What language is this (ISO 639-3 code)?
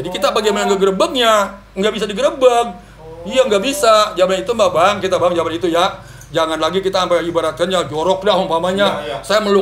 bew